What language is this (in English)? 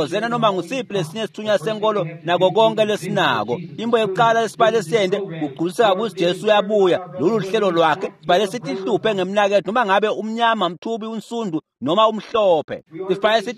Swati